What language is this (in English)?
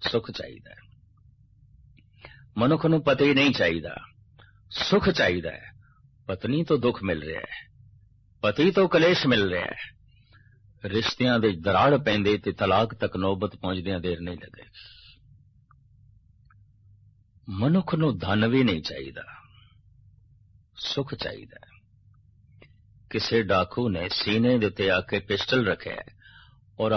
Punjabi